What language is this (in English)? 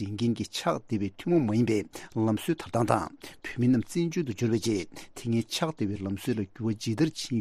Tibetan